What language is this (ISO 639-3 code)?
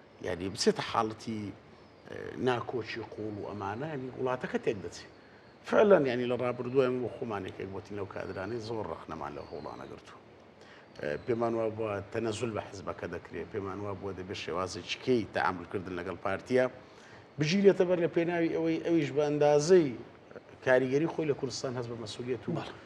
ckb